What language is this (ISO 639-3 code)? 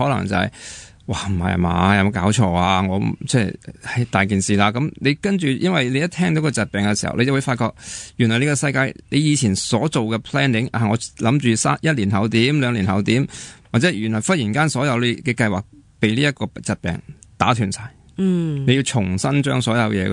yue